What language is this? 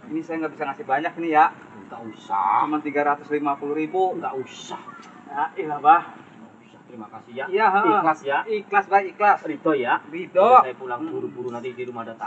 Betawi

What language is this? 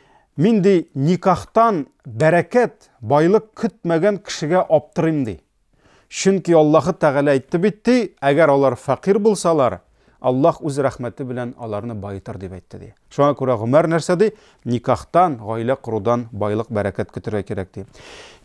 Tatar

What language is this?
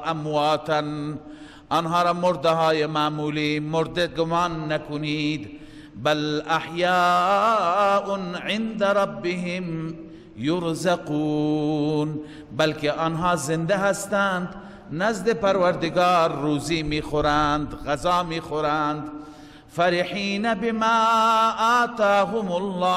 Persian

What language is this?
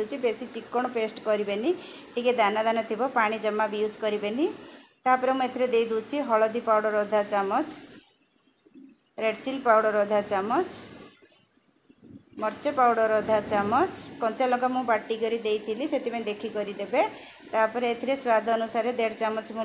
Odia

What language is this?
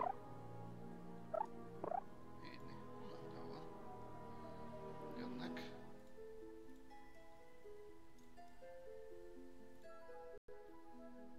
Hungarian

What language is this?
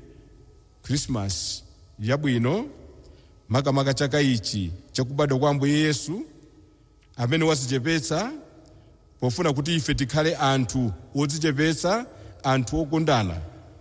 Nyanja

